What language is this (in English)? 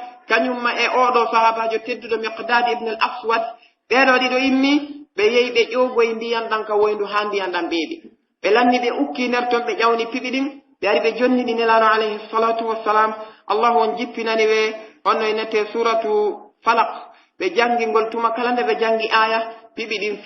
Pular